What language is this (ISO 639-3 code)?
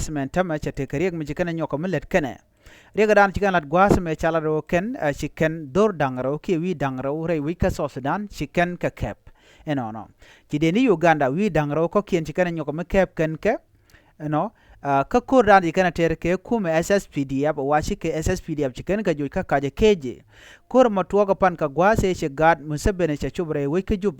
nus